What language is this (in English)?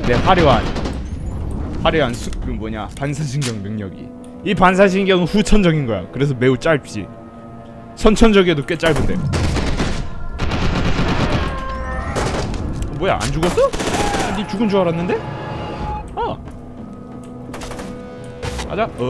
Korean